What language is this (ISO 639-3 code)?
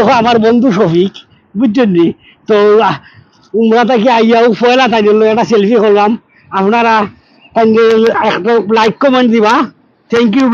syl